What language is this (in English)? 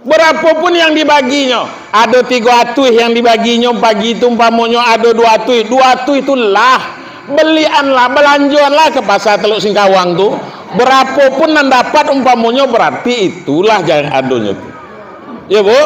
Minangkabau